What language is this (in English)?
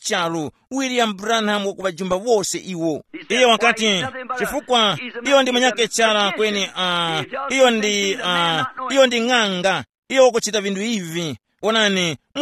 Tumbuka